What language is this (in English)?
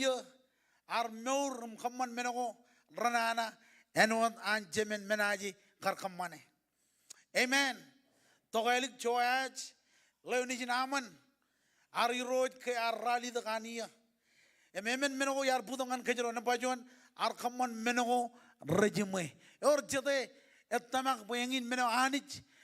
Marshallese